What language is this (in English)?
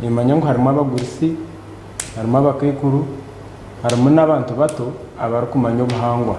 Nyankole